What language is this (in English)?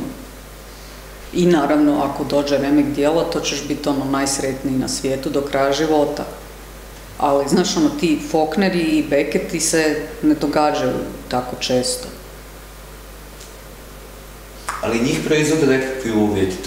Croatian